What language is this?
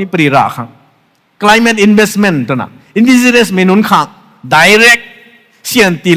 Rongmei Naga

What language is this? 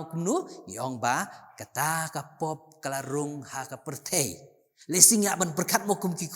Khasi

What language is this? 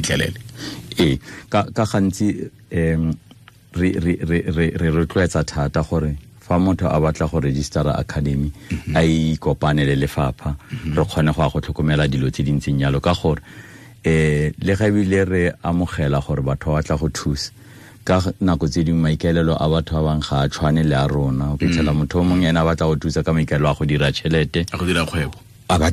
Tswana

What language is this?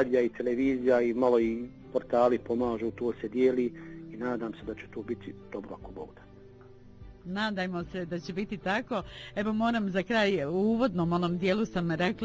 Bosnian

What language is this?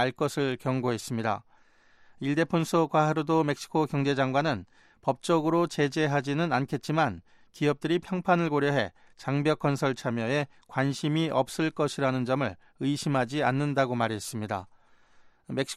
Korean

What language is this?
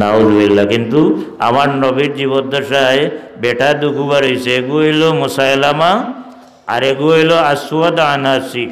Sylheti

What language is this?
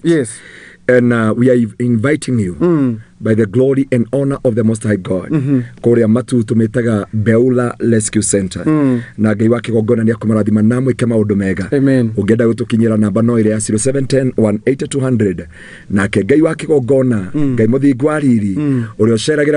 Kikuyu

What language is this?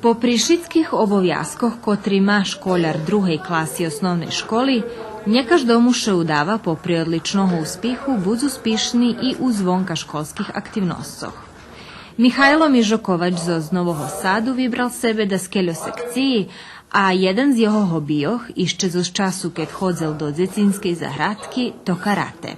Rusyn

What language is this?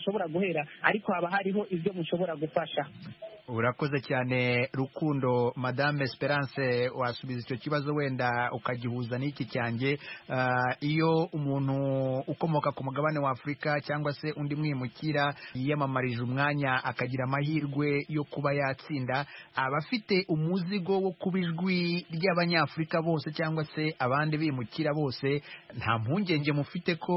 Kinyarwanda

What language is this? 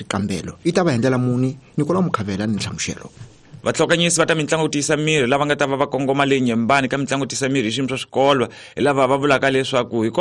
Tsonga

